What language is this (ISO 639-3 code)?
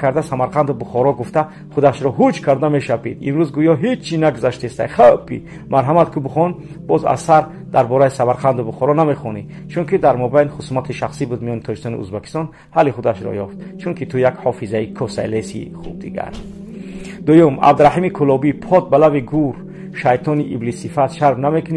tgk